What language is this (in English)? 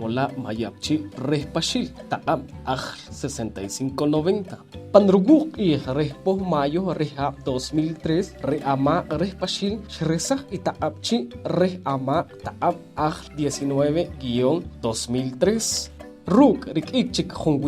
Poqomchi'